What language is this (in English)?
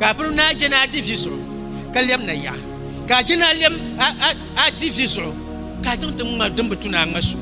Dagbani